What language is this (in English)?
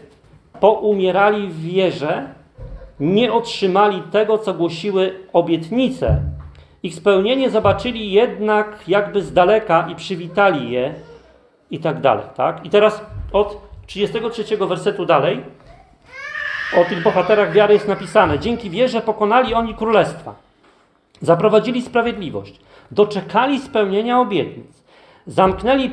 Polish